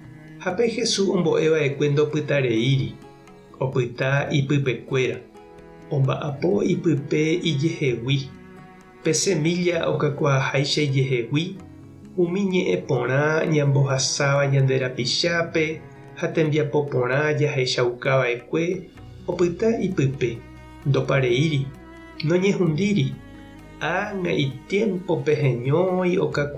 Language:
Guarani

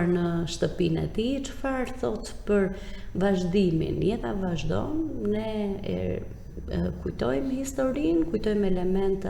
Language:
Albanian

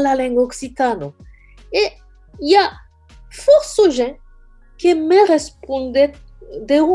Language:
Occitan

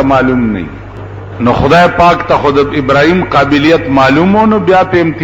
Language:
Pashto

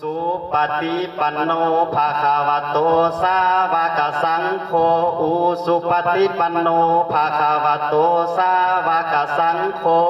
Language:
Pali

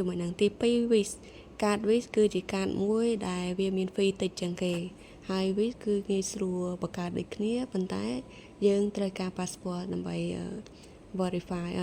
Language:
Khmer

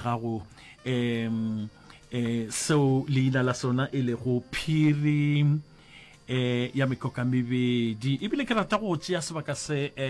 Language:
Northern Sotho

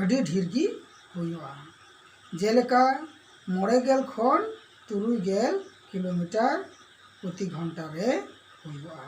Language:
Santali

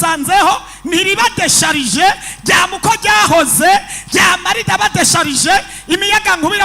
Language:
Rundi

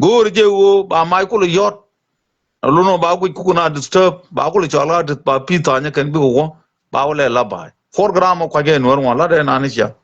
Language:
Nuer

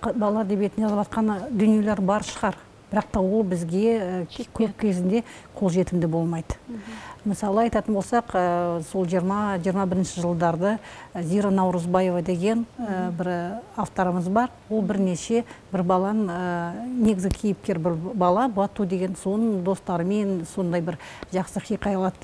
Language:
Kazakh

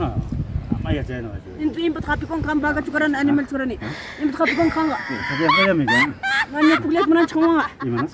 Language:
Ayacucho Quechua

